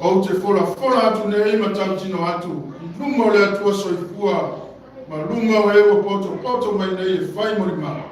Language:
Samoan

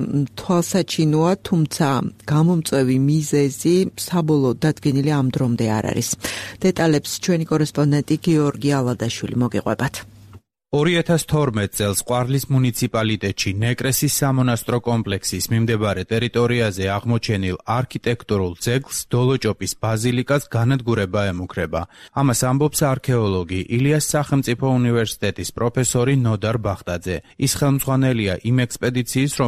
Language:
Georgian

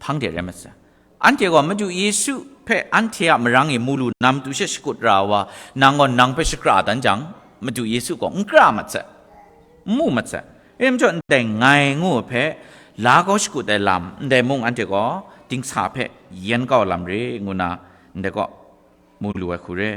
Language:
Kachin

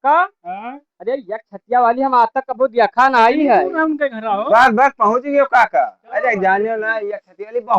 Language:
Awadhi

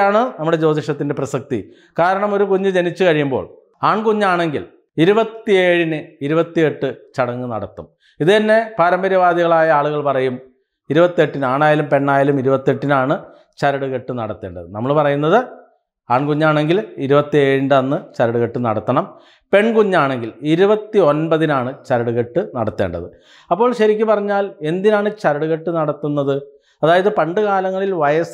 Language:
Malayalam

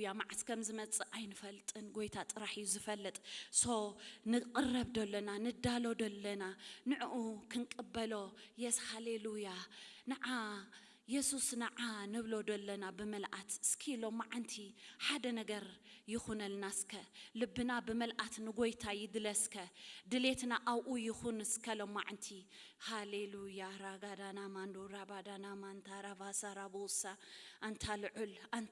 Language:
Tigrinya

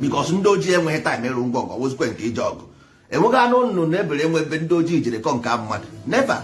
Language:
Igbo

